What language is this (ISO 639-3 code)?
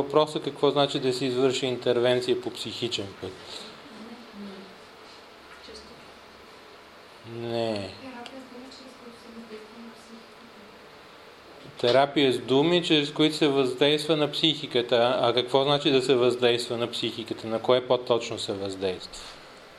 bul